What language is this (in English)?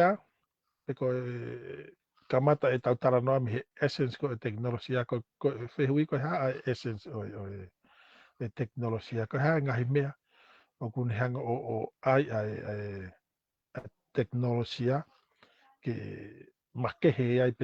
Tongan